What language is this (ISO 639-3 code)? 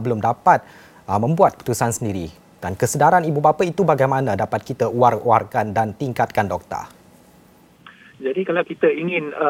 msa